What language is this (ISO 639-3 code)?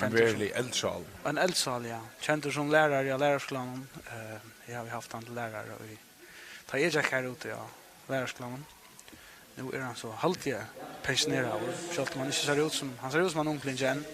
fao